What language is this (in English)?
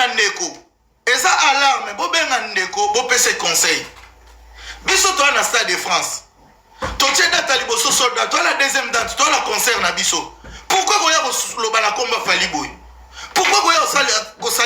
Lingala